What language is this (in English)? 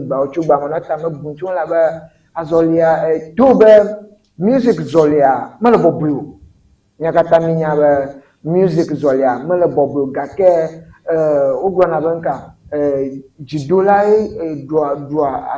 Ewe